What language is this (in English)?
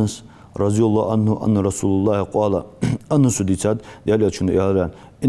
Ingush